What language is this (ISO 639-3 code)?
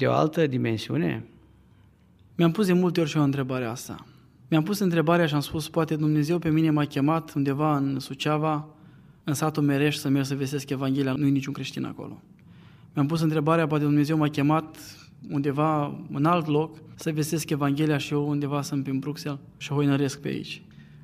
ron